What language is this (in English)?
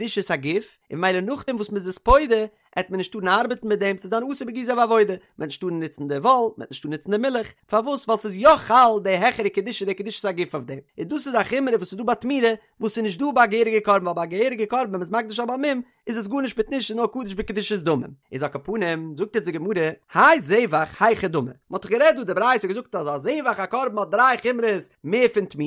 Yiddish